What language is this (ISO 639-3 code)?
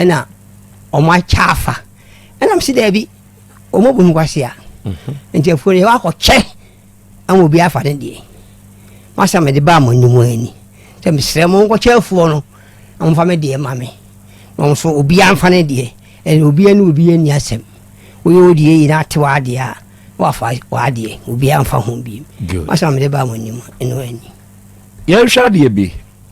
aka